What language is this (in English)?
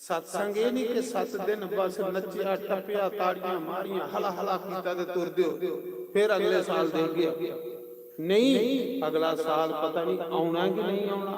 Dogri